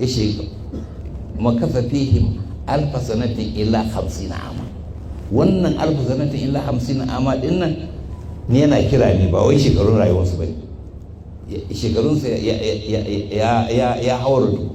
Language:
Hausa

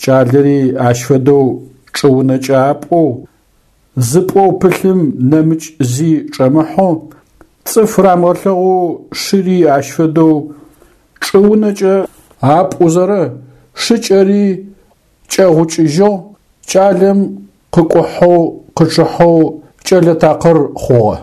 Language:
Adyghe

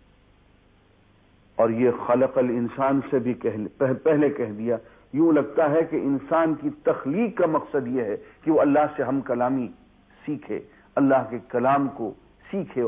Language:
Urdu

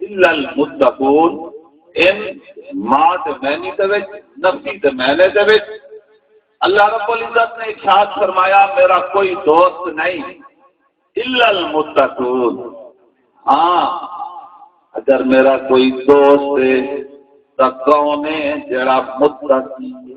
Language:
Saraiki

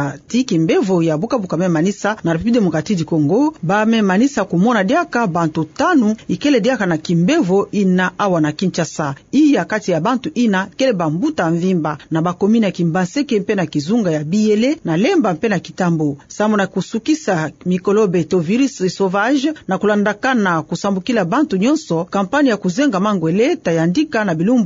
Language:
Kituba (Democratic Republic of Congo)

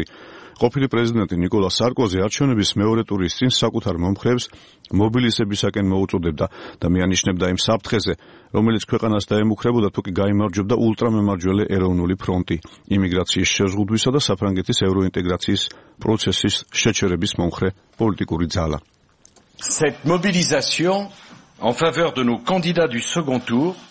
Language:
Georgian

